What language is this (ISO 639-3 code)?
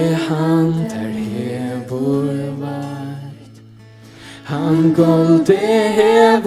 fao